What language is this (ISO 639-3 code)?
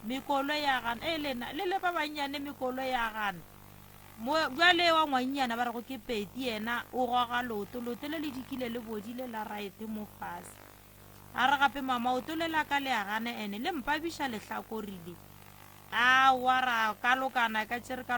nso